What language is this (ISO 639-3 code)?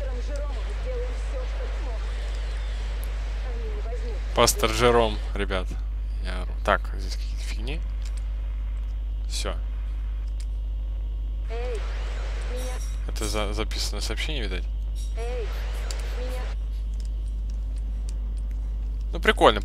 rus